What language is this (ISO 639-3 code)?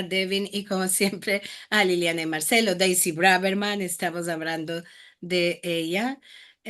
lad